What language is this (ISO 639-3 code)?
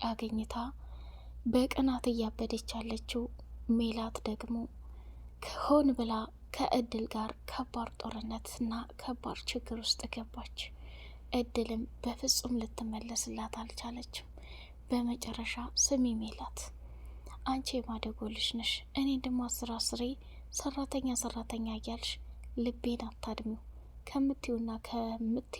amh